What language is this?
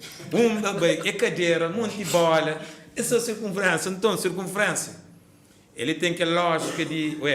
Kabuverdianu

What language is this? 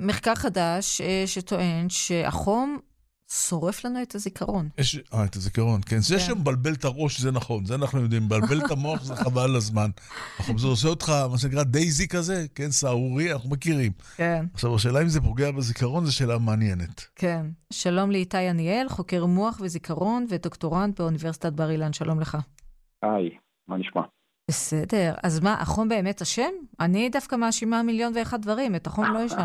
Hebrew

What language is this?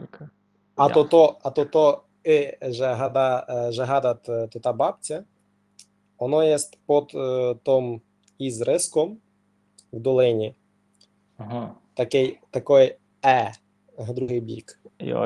Rusyn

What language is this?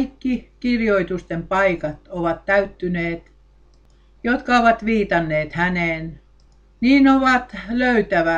Finnish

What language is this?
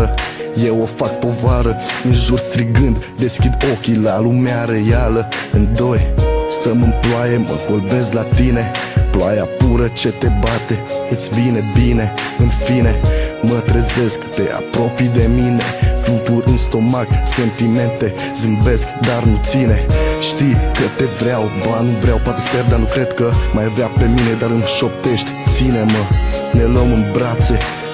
Romanian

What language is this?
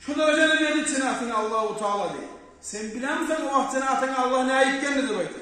Kumyk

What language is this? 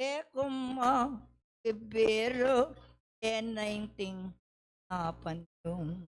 Pampanga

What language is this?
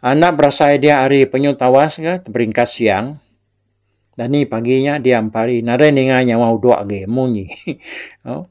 Iban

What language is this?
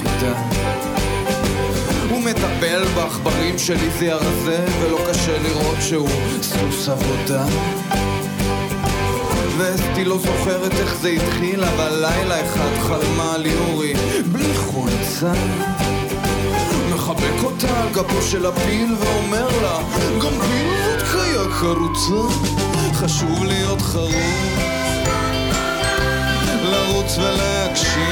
Hebrew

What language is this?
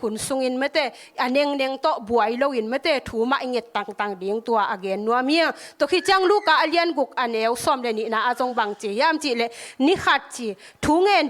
Tedim Chin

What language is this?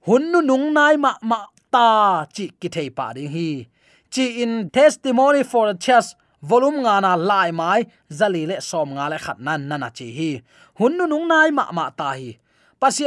Tedim Chin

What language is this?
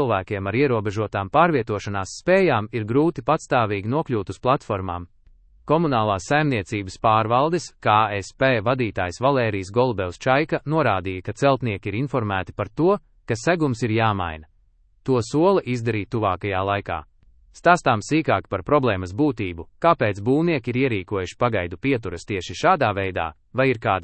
Latvian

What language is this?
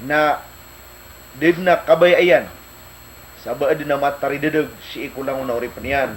Maranao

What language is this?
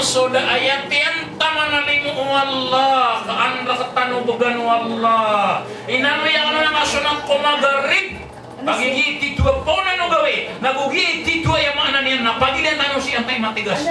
Maranao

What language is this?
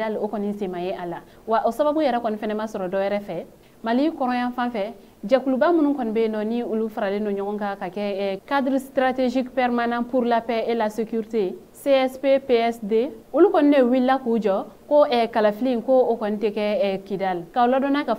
Bambara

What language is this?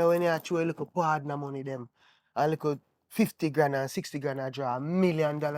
Jamaican Creole English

